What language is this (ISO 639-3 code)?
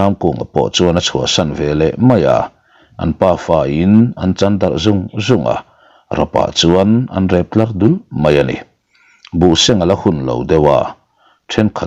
lus